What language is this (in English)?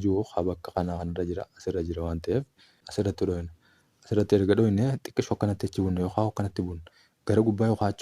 Oromo